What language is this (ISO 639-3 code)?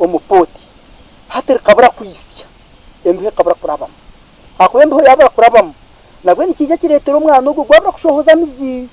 nyn